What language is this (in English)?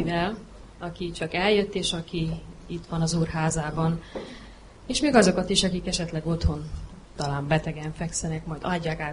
Hungarian